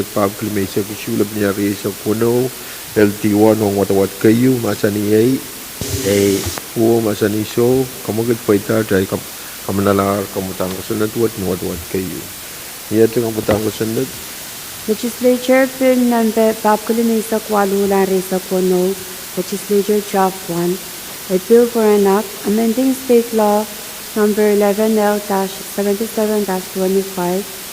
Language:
Pohnpeian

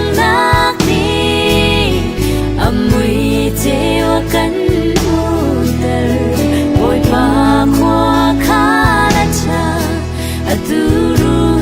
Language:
Hakha Chin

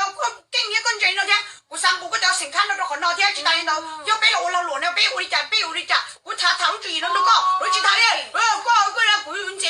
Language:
Hmong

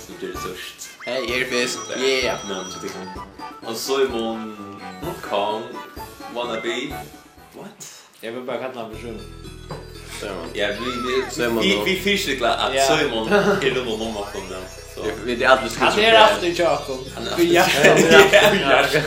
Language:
Faroese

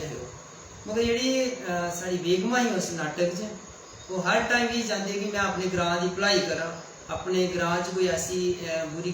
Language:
Dogri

